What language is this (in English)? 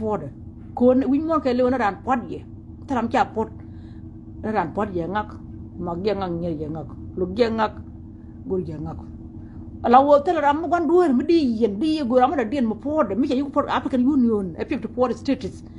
Nuer